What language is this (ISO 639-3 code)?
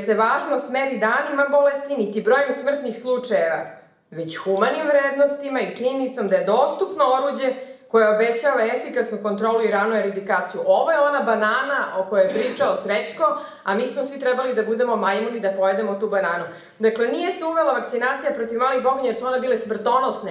srp